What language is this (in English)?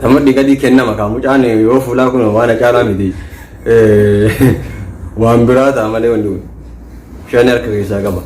Oromo